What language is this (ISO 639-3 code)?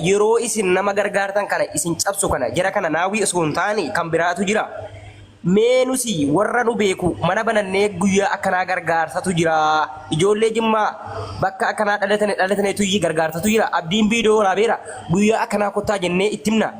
orm